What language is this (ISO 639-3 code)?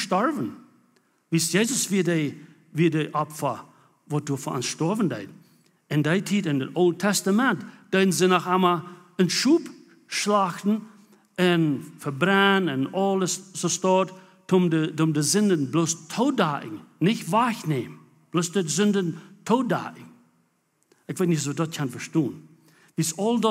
pdt